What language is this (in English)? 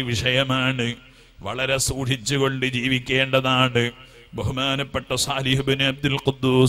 Malayalam